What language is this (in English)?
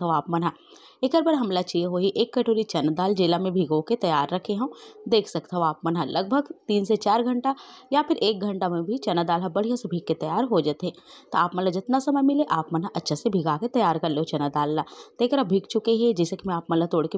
Chhattisgarhi